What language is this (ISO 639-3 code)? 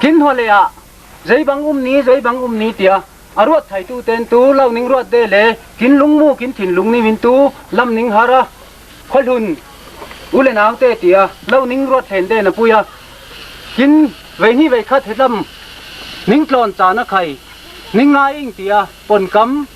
cfm